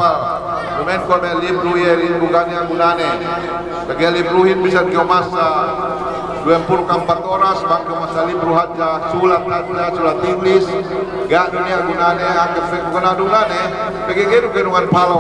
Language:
Yakan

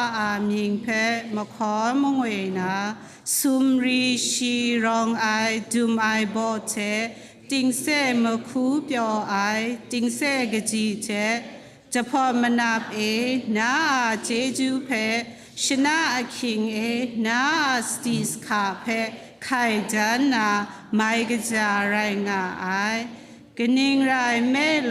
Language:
Kachin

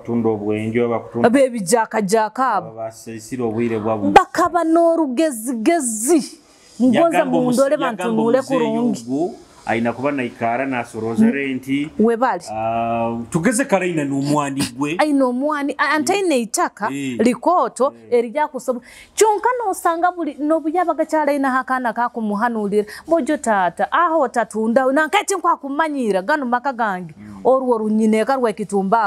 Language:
Nyoro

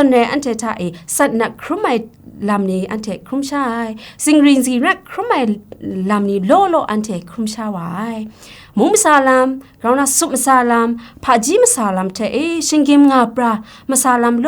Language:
Kachin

